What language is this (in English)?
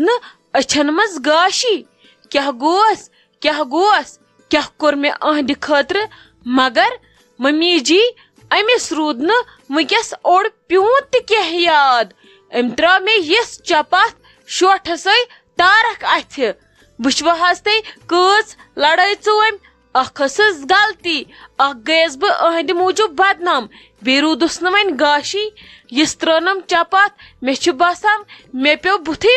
Kashmiri